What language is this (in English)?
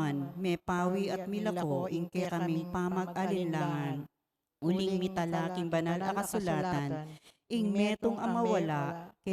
Pampanga